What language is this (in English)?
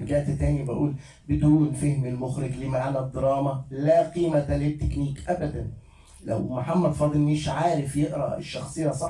Egyptian Arabic